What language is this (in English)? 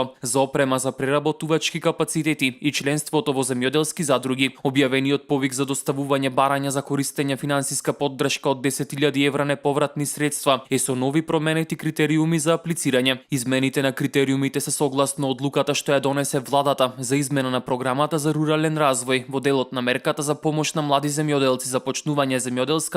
Macedonian